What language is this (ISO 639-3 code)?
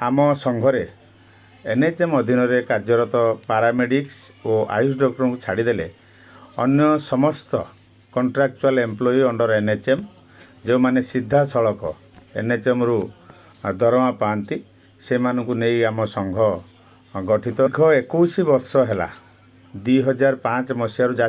ori